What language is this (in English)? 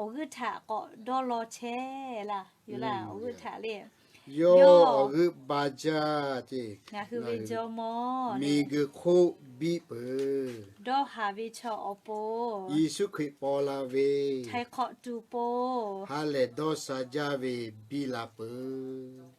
Lahu